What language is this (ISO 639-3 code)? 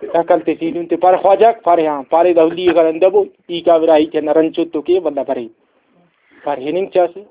brh